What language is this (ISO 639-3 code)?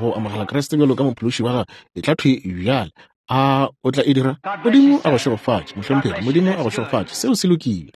nso